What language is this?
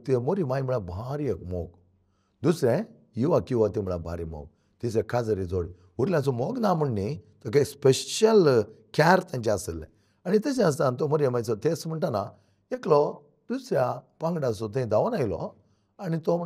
Konkani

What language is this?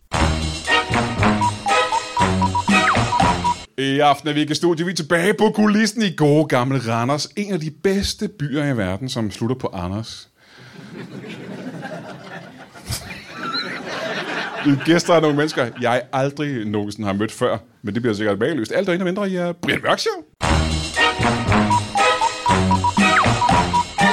Danish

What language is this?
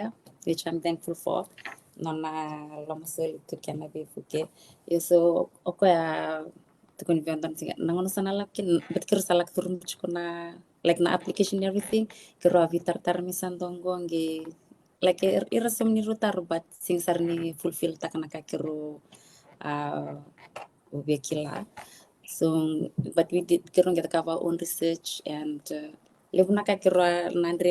Fijian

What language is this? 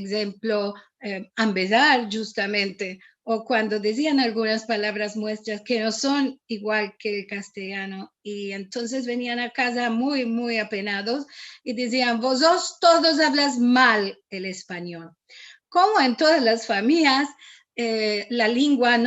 Ladino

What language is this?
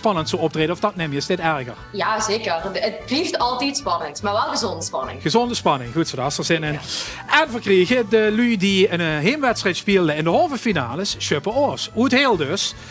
Limburgish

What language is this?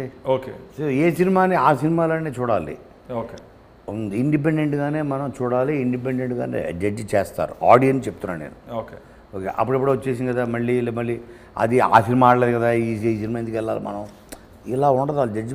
Telugu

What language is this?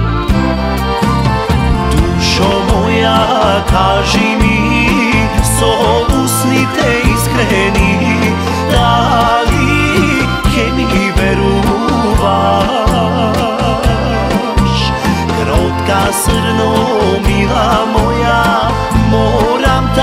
Macedonian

